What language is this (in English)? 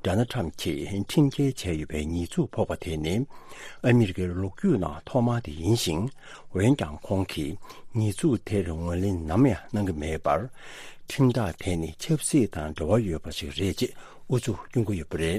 Tibetan